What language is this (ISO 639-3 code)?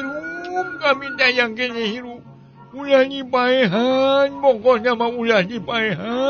sun